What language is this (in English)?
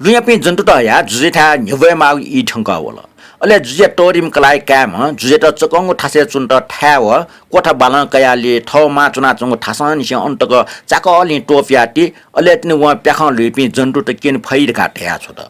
Newari